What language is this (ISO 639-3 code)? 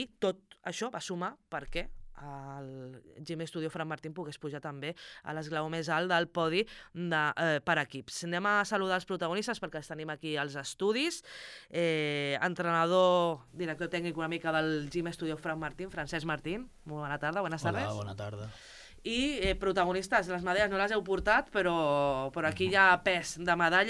cat